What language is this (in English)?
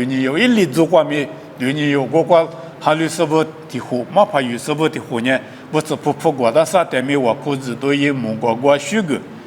Lisu